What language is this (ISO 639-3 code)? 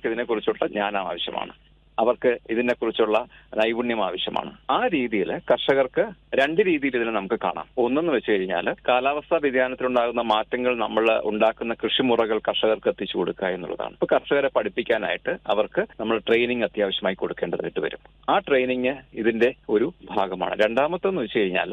mal